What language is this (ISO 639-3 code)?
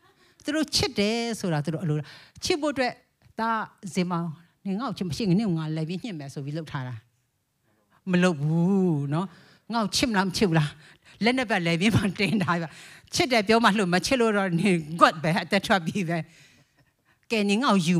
mya